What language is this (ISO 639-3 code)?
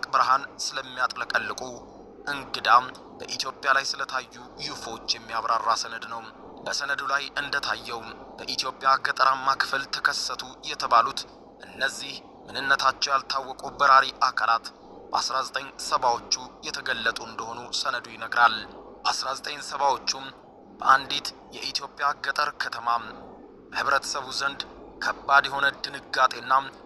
amh